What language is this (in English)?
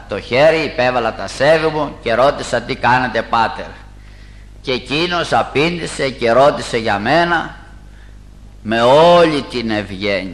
Greek